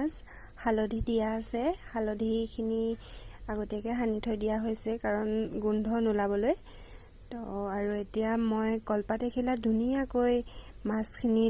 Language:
Assamese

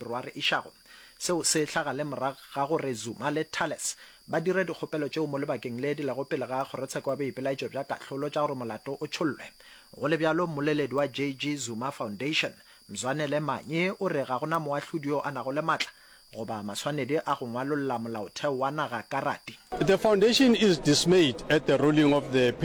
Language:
Northern Sotho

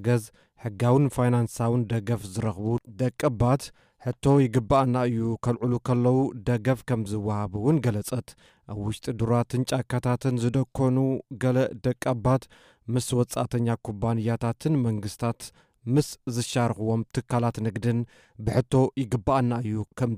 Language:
Tigrinya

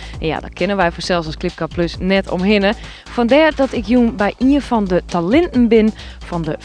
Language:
Western Frisian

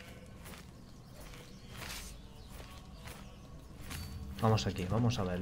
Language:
Spanish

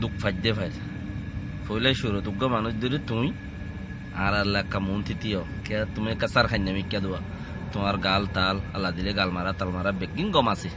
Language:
Rohingya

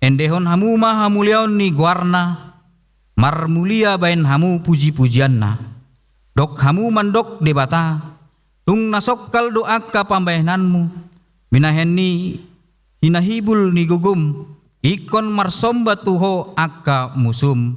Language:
Batak Toba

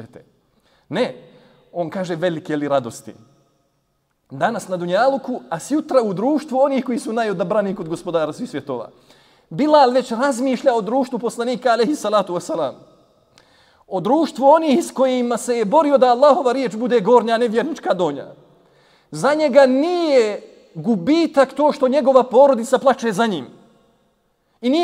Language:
Bosnian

